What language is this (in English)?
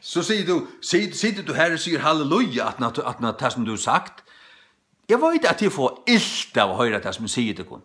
Faroese